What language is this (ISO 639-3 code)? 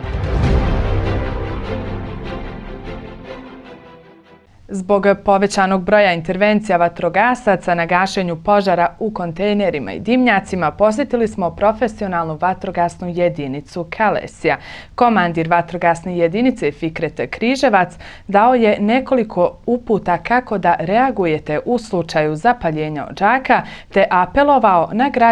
bos